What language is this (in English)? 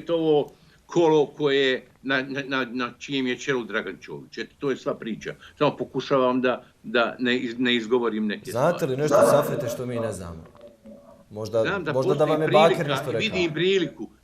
Bosnian